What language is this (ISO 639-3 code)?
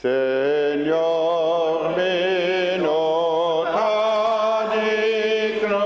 pap